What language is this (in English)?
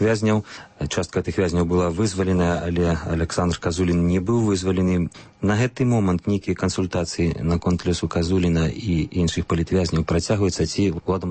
Belarusian